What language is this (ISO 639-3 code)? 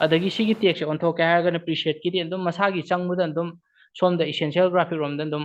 mni